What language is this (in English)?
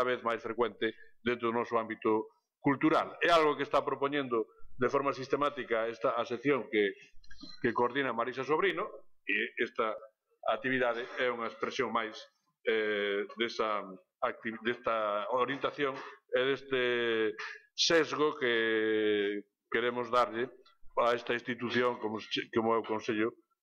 Galician